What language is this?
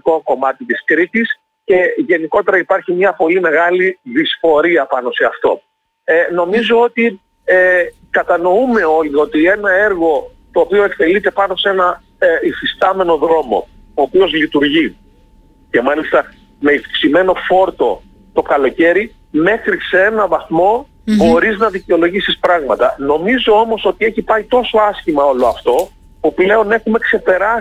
Greek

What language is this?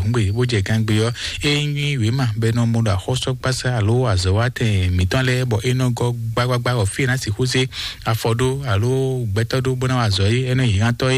Fon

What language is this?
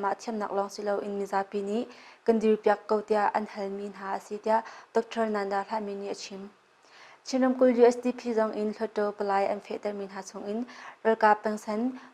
Hakha Chin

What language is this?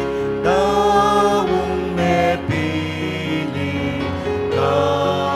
Pampanga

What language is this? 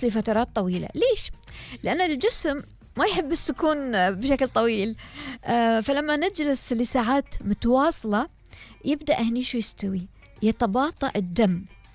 Gulf Arabic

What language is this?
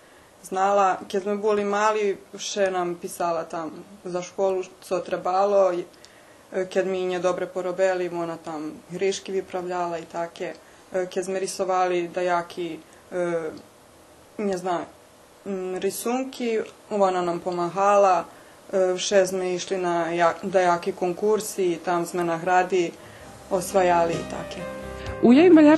Rusyn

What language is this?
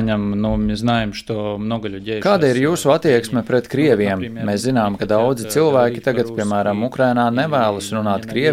Latvian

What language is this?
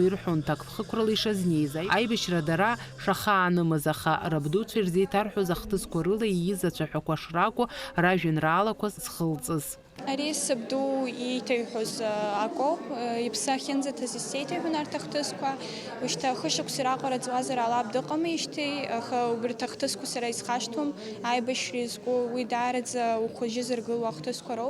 Abkhazian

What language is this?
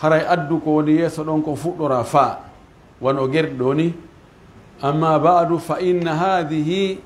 Pular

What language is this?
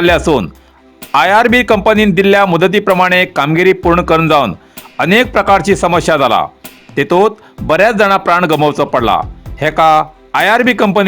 Konkani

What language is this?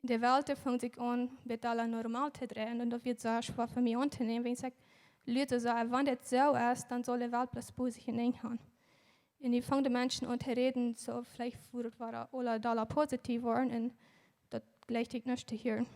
Plautdietsch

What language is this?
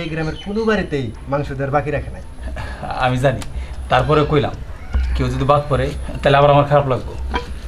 Bangla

